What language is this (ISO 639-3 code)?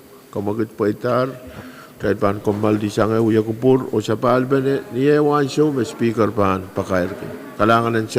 pon